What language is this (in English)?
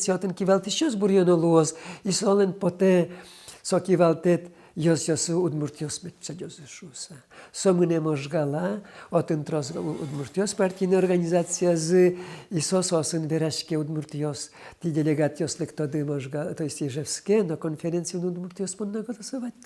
Udmurt